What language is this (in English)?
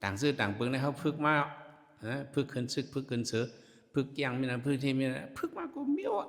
Shan